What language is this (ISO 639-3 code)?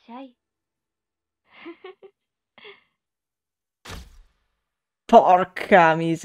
ita